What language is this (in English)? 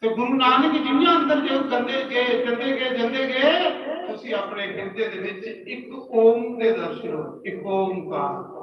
Dogri